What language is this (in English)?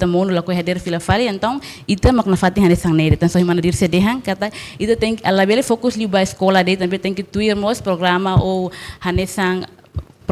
Tetum